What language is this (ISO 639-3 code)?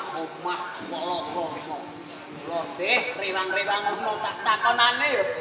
jav